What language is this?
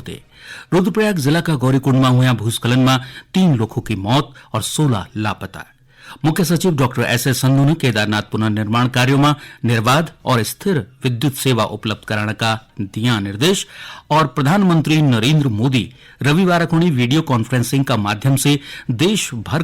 Garhwali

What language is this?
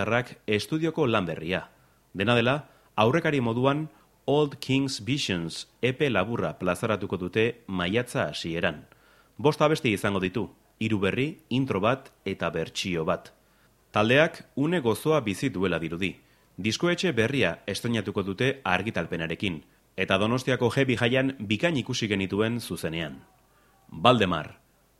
Basque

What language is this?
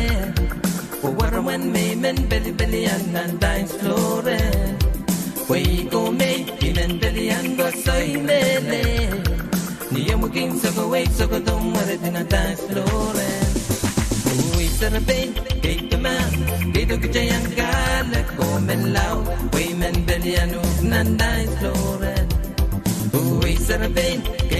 Pohnpeian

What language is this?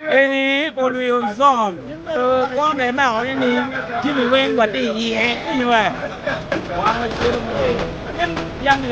Acoli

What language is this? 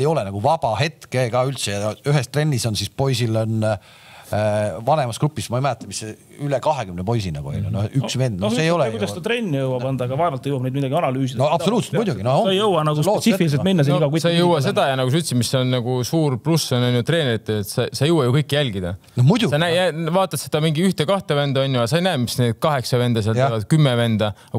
Estonian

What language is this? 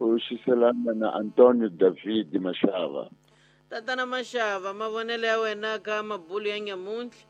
Tsonga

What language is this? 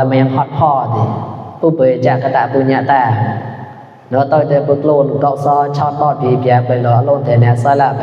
Mon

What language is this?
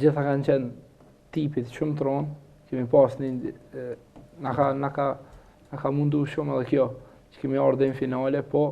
Albanian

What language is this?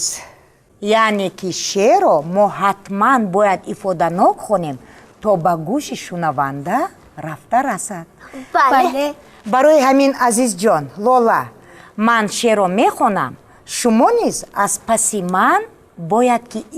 Tajik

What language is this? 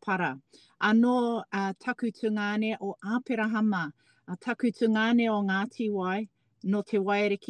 Māori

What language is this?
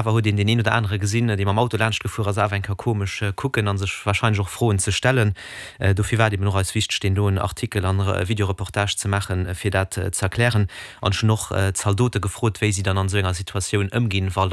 Luxembourgish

